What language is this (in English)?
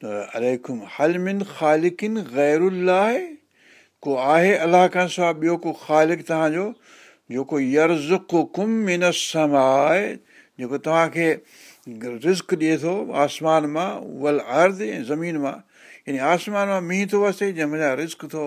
Sindhi